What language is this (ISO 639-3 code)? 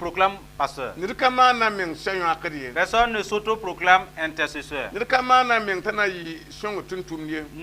mos